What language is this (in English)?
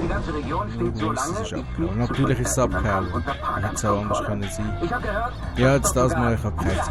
Swiss German